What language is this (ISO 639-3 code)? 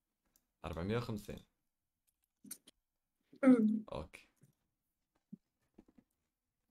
ary